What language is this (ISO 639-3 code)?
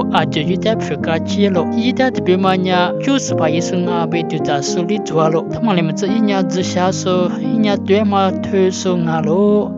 lis